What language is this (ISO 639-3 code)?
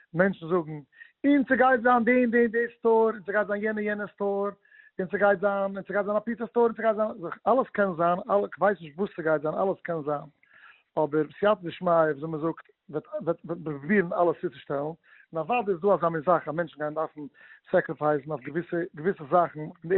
yid